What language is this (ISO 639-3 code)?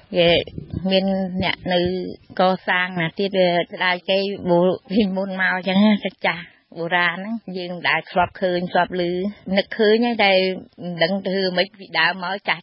khm